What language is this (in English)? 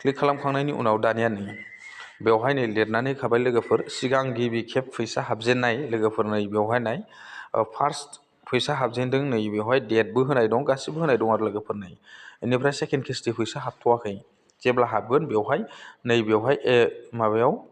Bodo